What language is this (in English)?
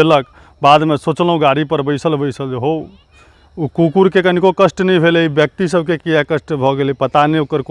Maithili